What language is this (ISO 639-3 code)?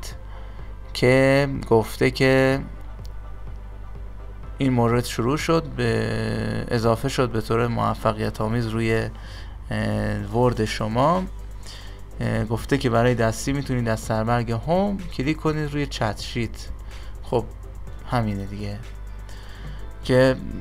fas